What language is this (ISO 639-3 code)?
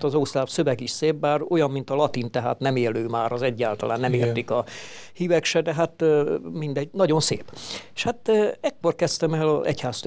hun